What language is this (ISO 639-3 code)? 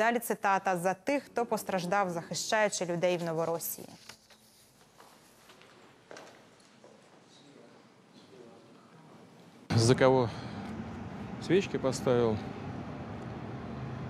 ukr